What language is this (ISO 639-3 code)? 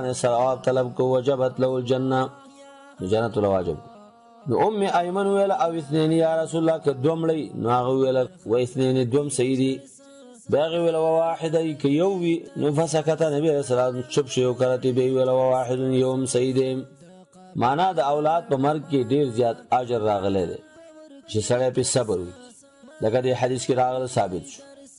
pus